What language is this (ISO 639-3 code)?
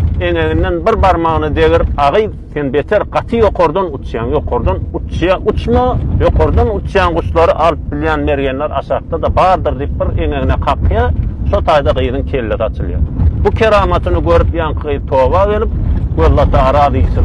tuk